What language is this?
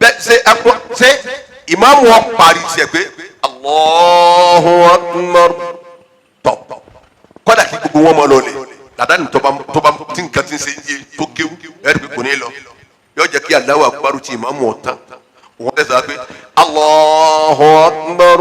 Yoruba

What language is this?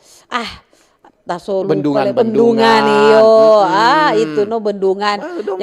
Manado Malay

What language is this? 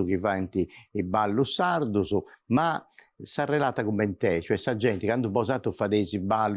Sardinian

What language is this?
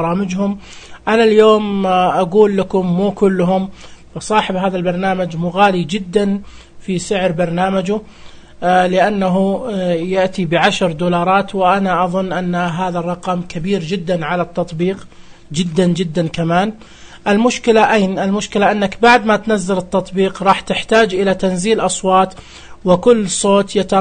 Najdi Arabic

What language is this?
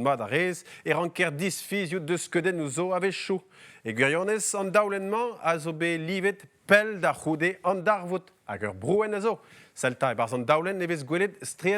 Breton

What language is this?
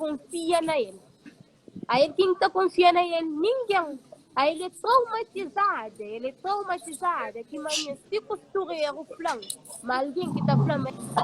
Kabuverdianu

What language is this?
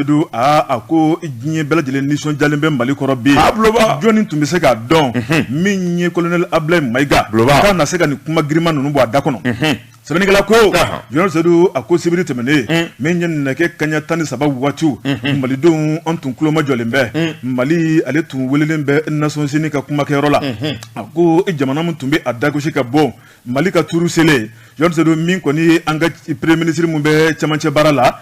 Bambara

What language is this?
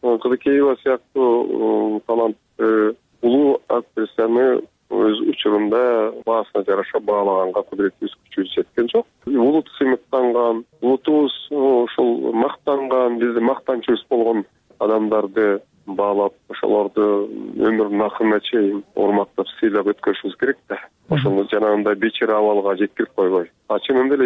Kyrgyz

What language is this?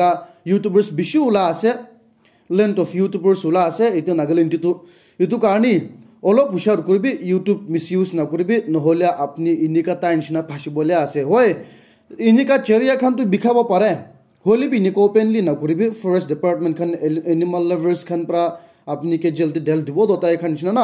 Naga Pidgin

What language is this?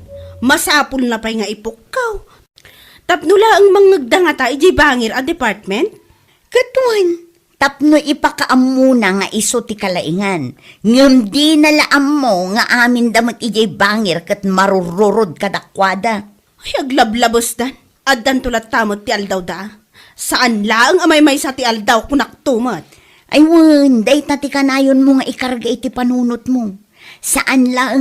Iloko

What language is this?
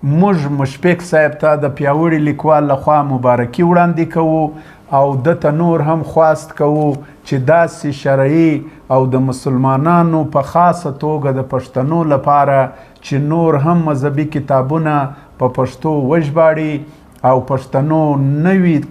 Pashto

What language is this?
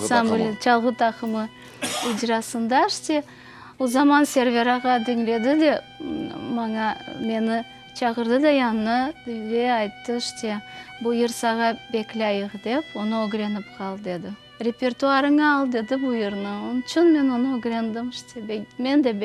Crimean Tatar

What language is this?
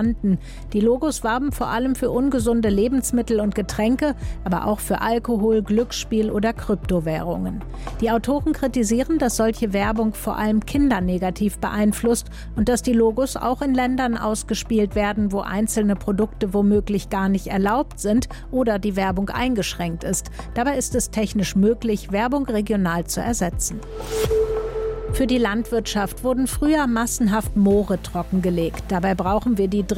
German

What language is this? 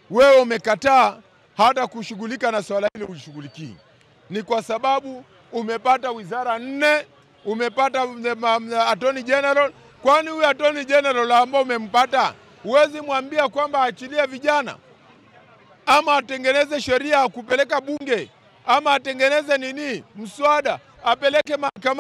Swahili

